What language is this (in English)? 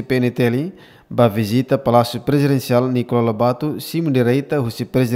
Tetum